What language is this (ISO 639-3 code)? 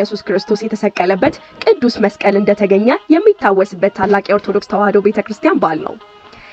amh